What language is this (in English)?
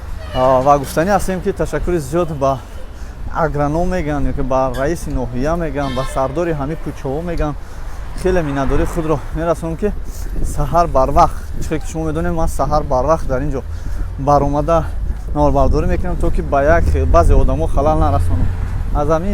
Tajik